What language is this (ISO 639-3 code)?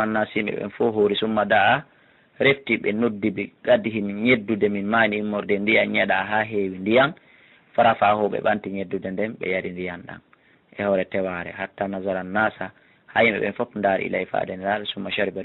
ful